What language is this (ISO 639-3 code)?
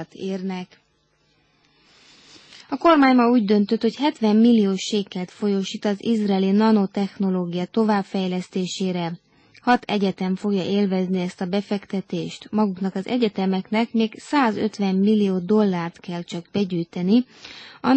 hun